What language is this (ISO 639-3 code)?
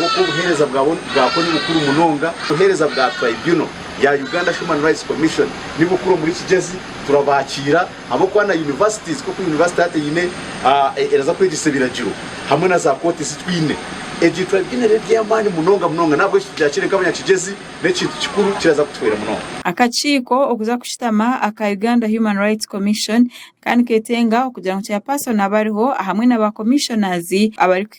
nyn